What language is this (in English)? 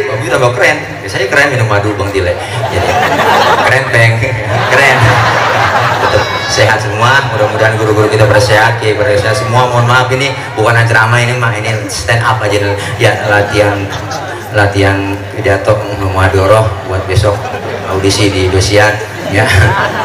Betawi